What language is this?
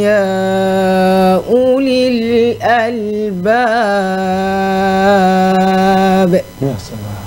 Fula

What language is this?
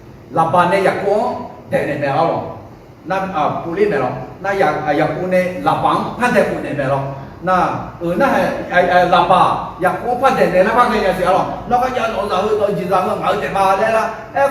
Akha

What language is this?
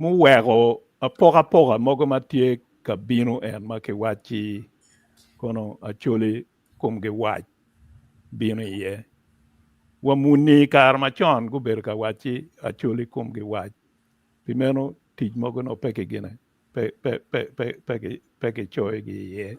Acoli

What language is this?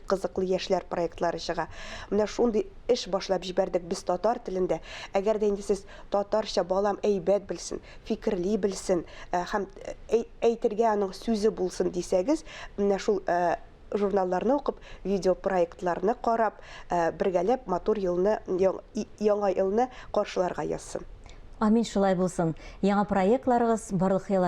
Tatar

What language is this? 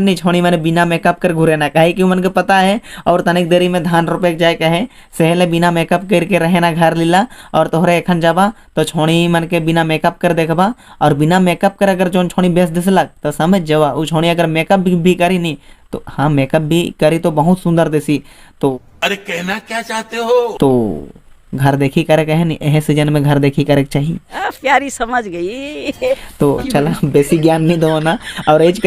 Sadri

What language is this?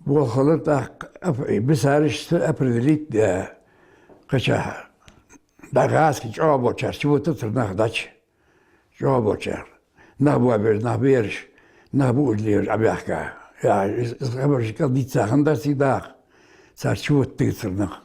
Ingush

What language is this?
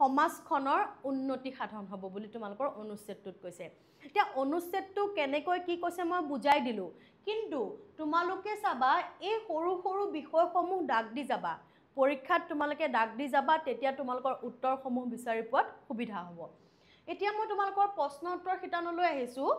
Assamese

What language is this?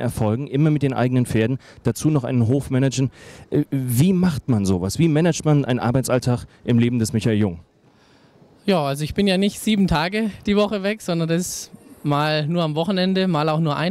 German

